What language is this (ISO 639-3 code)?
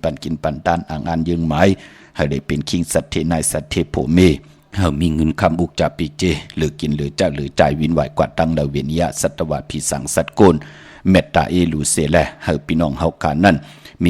shn